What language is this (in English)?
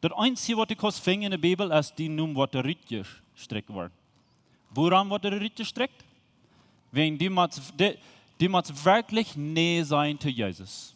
Plautdietsch